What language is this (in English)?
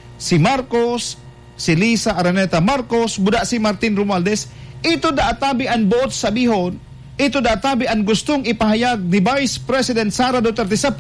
Bikol